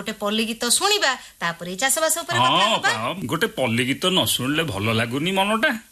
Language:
Odia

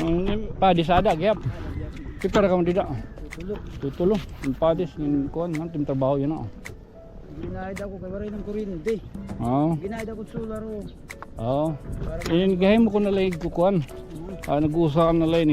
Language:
Waray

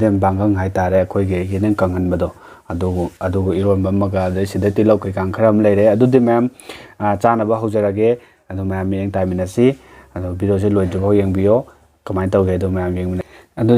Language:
Manipuri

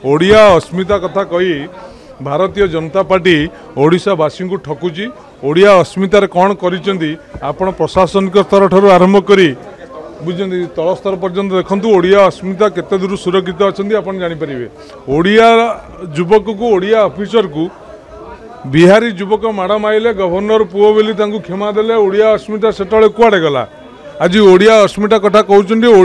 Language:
Odia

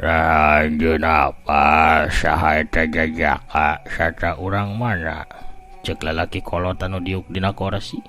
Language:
Sundanese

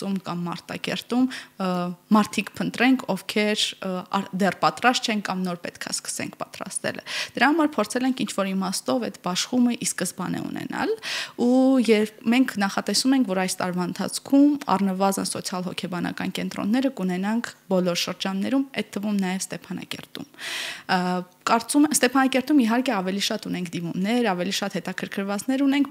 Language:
Armenian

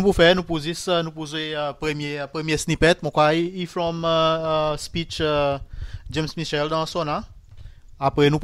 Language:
Seselwa Creole French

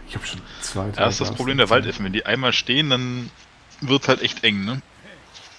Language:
Swiss German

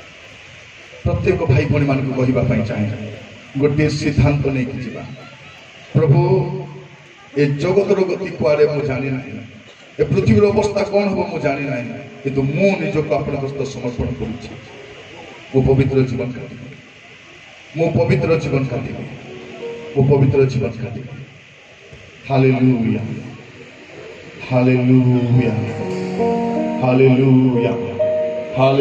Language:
Odia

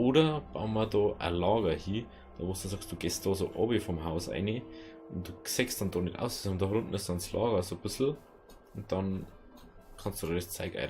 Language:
Bavarian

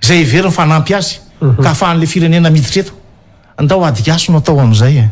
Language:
Malagasy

